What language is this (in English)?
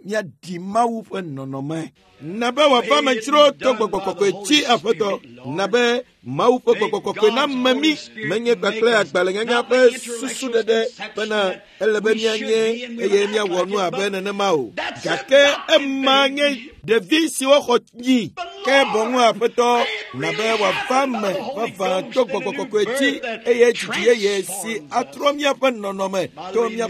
Ewe